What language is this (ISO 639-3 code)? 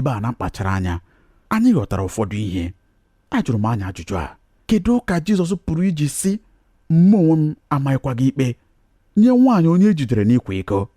ibo